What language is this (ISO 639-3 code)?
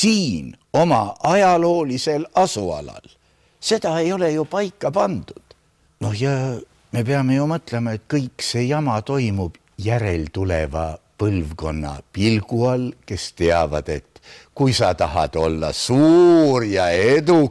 est